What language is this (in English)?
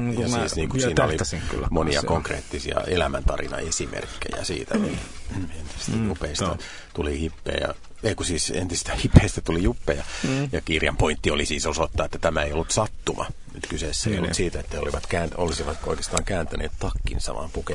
Finnish